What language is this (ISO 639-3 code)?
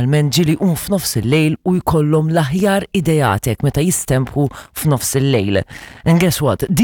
mlt